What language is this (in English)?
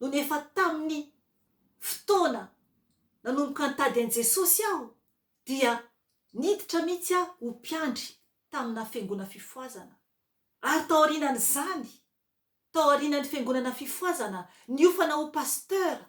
Malagasy